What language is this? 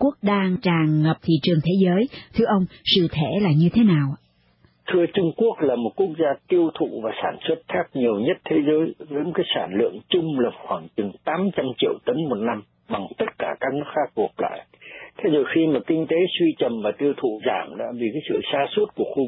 Vietnamese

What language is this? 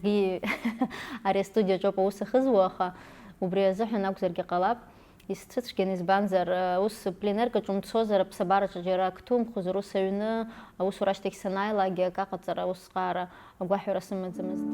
Abkhazian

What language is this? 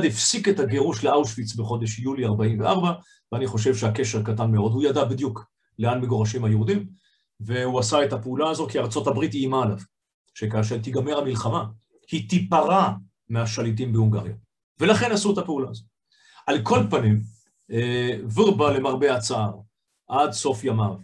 Hebrew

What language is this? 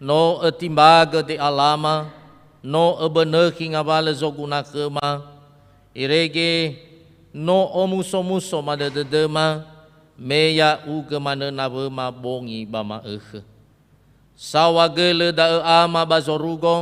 Nias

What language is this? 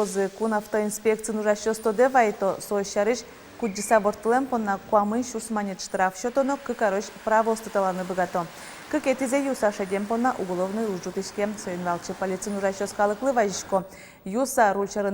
Udmurt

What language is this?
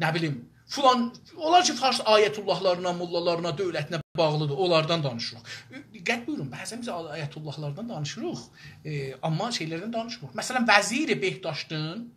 South Azerbaijani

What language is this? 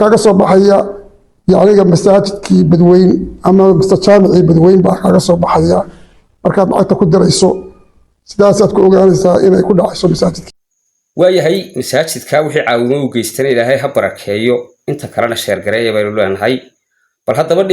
Somali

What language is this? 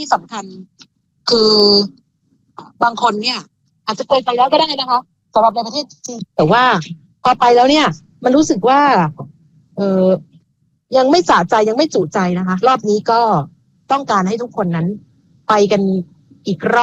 Thai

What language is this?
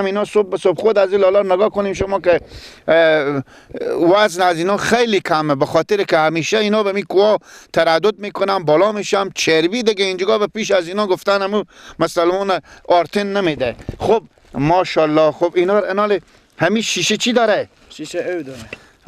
Persian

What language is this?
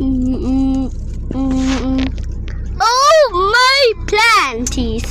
Lao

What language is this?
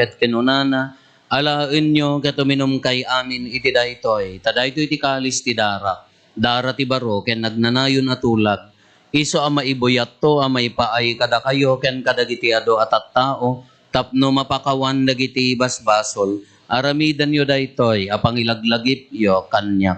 Iloko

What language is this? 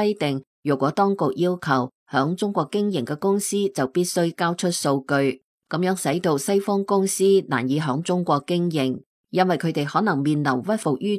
Cantonese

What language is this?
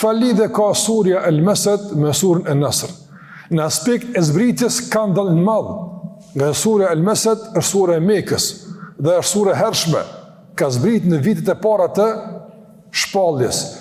Albanian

